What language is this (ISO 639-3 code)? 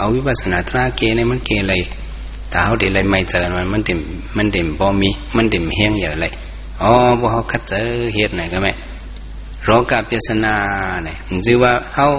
shn